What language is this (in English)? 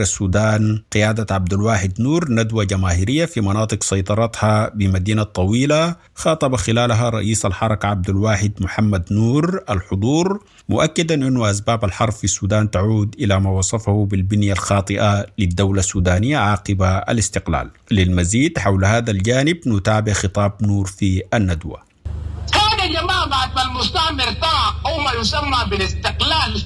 Sudanese Arabic